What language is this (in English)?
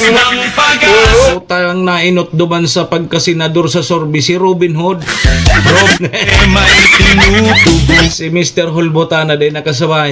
Bikol